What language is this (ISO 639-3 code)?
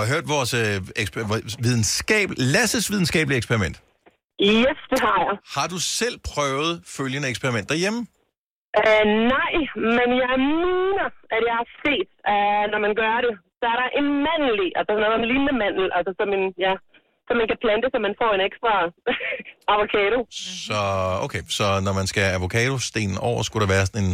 dan